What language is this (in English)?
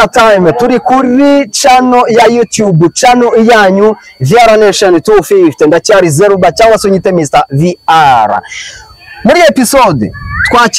Kinyarwanda